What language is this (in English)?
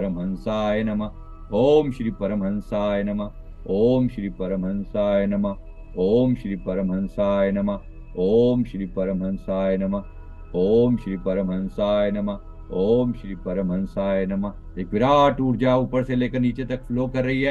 Hindi